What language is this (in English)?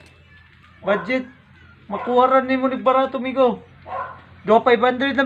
Cebuano